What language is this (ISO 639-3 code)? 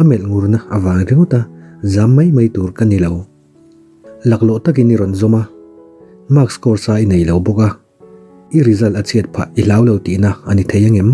lus